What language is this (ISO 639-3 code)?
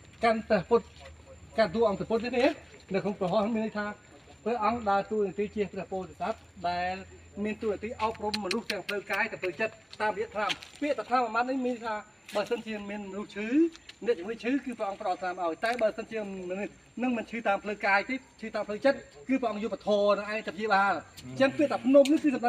khm